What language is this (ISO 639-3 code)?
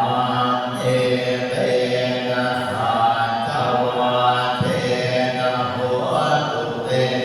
pli